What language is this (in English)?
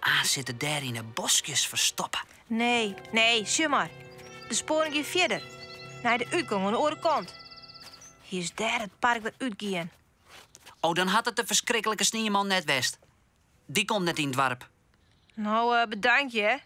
Western Frisian